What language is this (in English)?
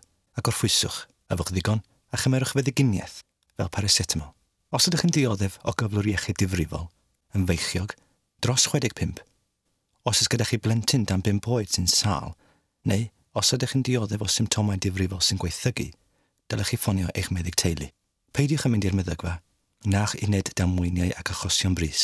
Welsh